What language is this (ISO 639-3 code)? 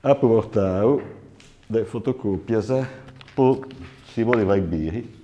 srd